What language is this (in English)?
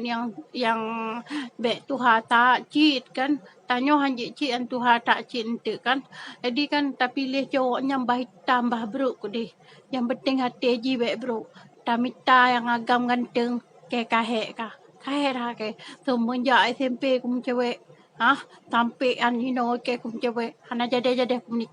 Achinese